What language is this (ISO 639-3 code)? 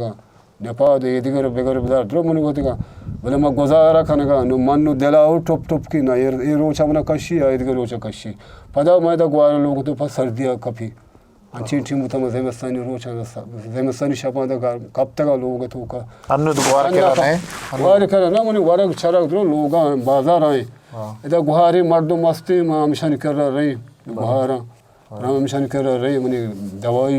bgp